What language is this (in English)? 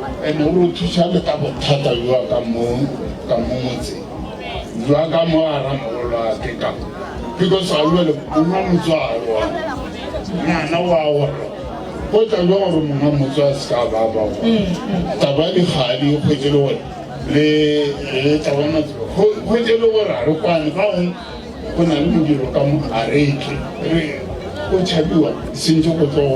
Northern Sotho